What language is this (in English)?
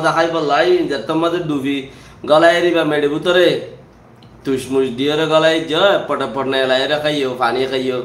Rohingya